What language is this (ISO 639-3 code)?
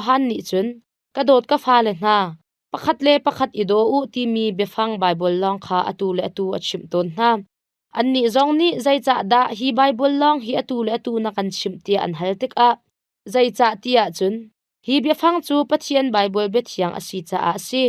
cnh